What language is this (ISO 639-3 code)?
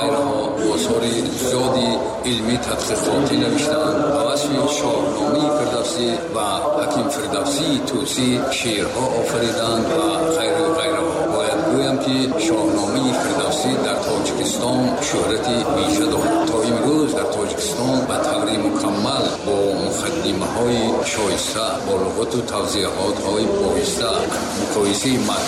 tgk